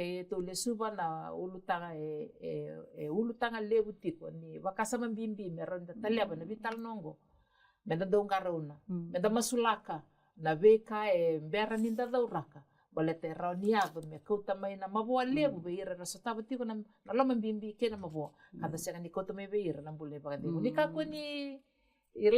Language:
Fijian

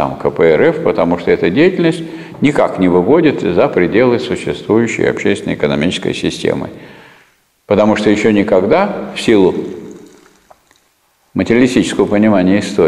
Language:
Russian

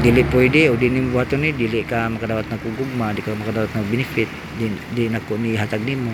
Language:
Cebuano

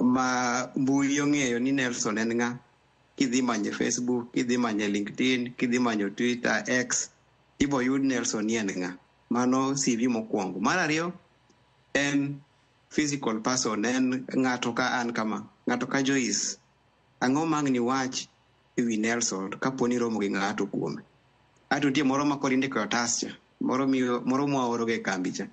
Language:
Luo (Kenya and Tanzania)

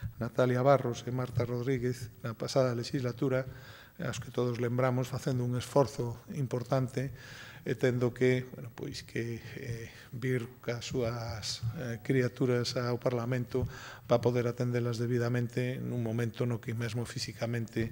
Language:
Galician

